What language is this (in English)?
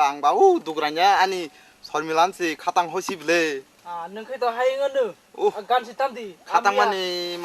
Riang (India)